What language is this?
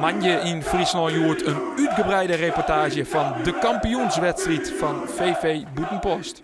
Western Frisian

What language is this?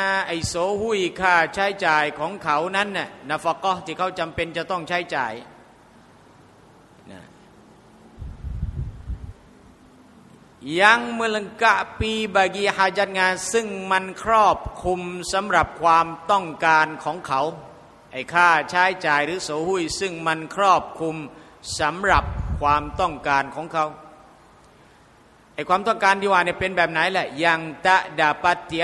Thai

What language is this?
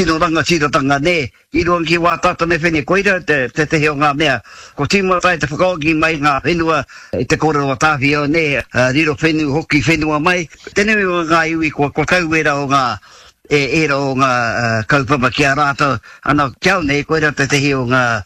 Māori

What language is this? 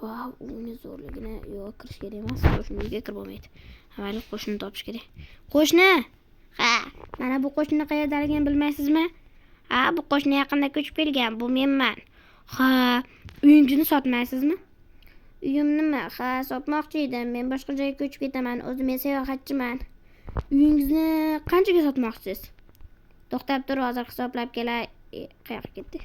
Uzbek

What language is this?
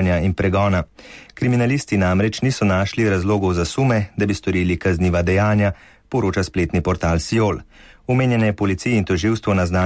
Slovenian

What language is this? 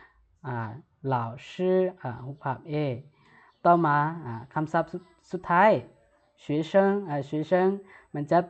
Lao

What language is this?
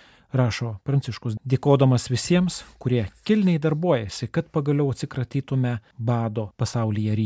Lithuanian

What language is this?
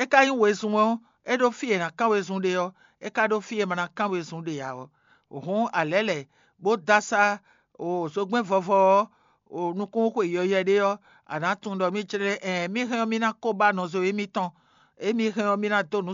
Fon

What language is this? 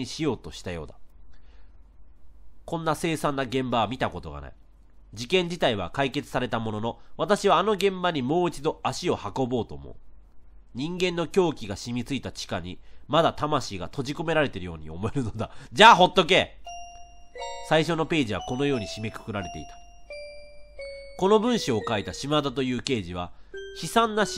Japanese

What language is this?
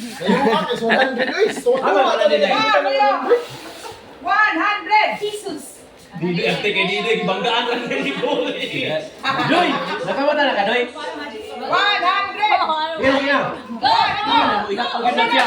Cebuano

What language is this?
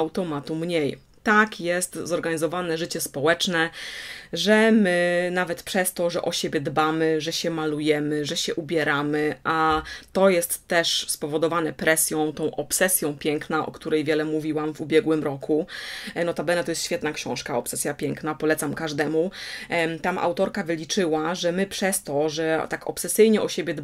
Polish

